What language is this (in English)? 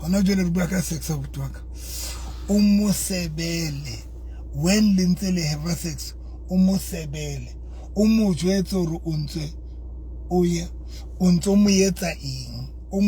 Southern Sotho